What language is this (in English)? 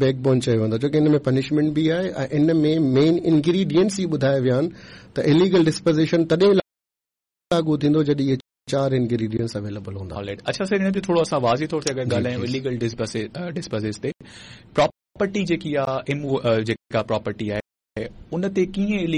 Sindhi